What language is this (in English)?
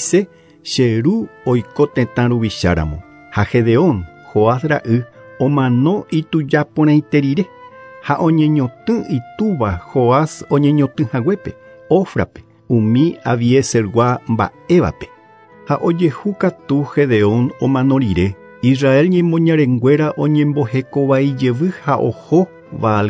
Guarani